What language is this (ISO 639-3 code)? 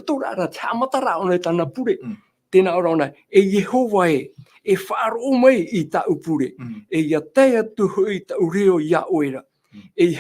tah